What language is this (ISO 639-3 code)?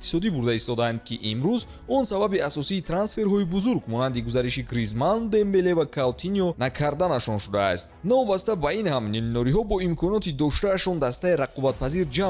tgk